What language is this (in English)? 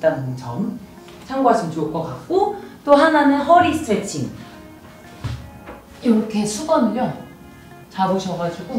Korean